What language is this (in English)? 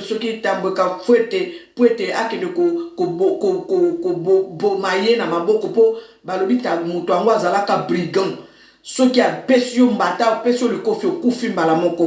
Lingala